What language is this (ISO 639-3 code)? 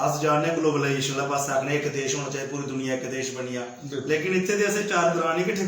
doi